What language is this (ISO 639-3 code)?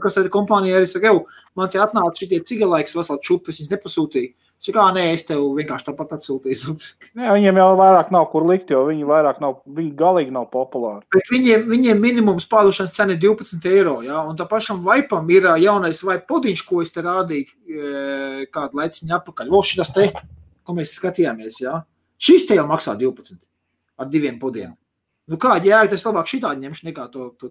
lav